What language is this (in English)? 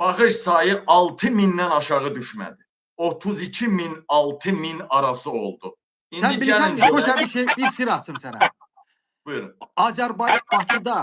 Azerbaijani